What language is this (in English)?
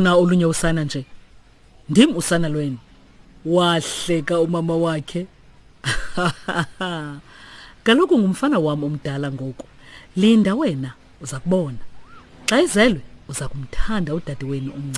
Xhosa